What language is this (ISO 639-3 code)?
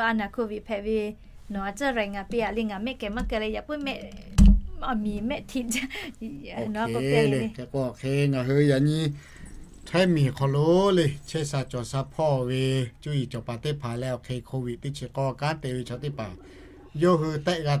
lhu